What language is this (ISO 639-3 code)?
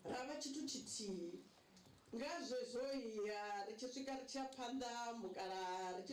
ven